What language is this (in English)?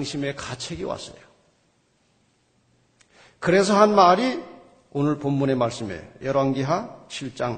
Korean